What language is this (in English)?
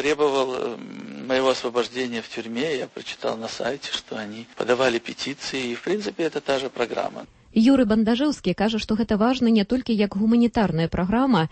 Belarusian